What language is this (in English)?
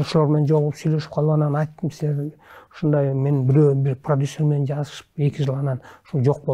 Kyrgyz